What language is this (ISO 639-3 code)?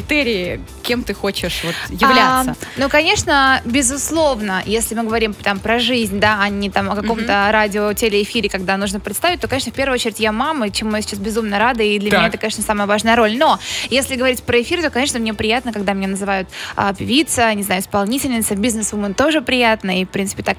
rus